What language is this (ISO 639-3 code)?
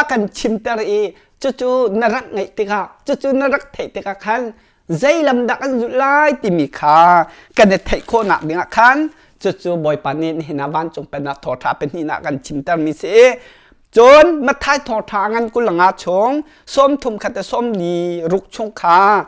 cnh